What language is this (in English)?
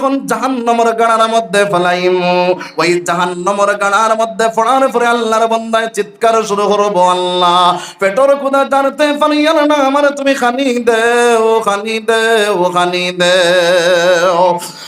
Sylheti